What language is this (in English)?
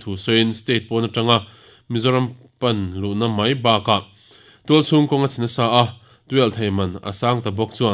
Mizo